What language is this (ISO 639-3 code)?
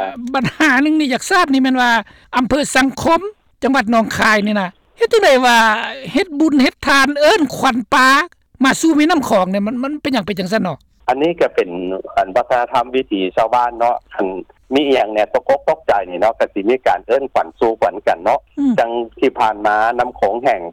lao